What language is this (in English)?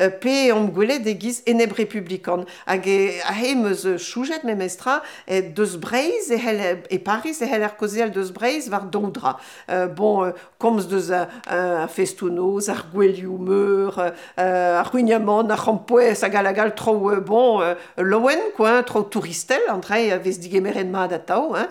Breton